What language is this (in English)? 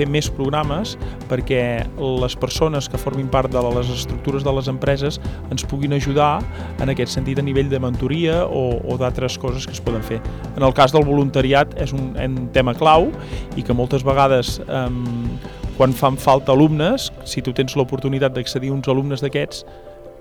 Catalan